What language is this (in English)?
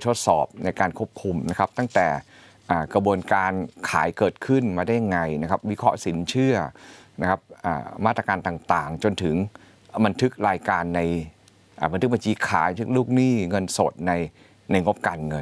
Thai